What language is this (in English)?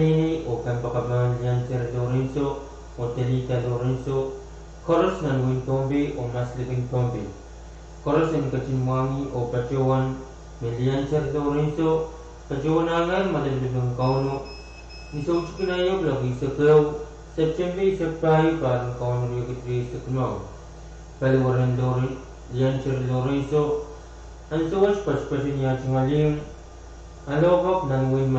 Pohnpeian